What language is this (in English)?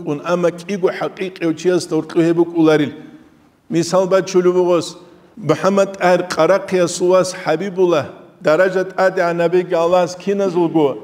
Avaric